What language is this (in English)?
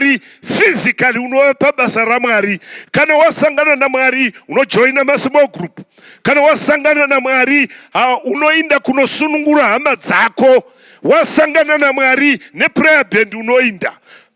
Shona